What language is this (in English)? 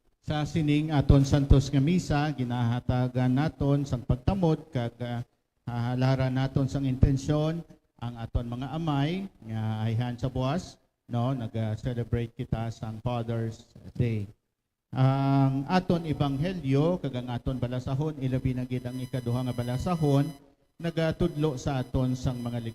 Hiligaynon